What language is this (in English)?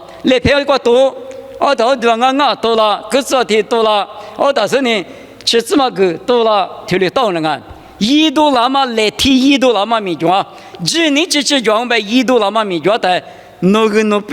Lisu